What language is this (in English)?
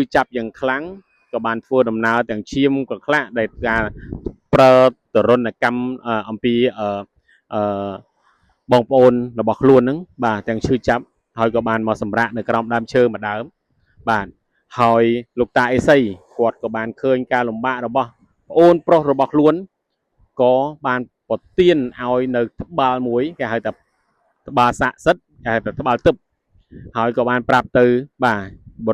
Khmer